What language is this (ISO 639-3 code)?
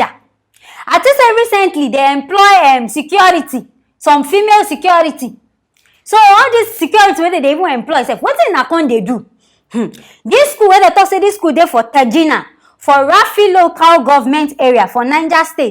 pcm